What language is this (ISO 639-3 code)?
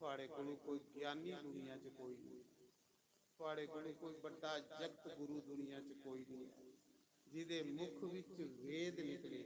doi